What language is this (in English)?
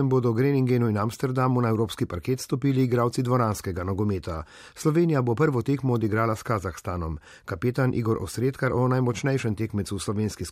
Slovenian